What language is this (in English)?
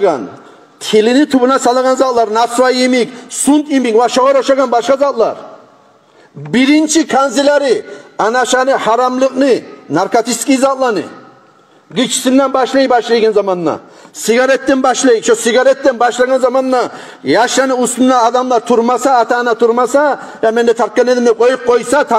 Kumyk